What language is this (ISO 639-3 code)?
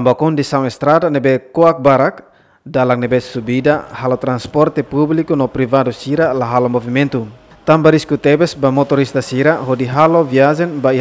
tet